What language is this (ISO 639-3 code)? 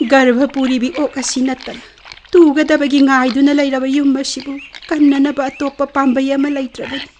mni